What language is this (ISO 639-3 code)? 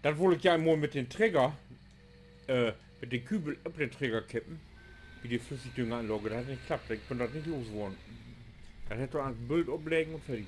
nds